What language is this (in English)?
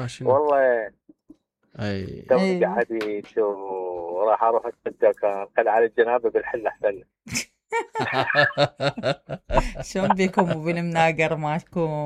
Mesopotamian Arabic